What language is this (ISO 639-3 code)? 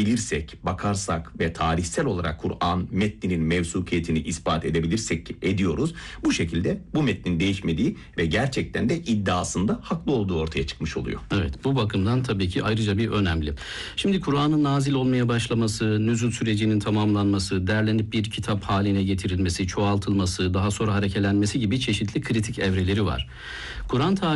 tur